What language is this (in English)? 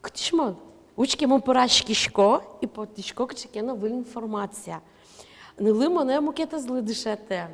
Udmurt